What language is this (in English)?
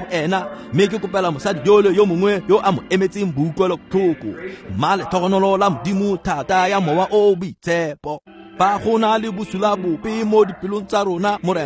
Tswana